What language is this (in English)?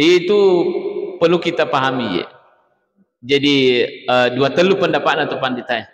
Buginese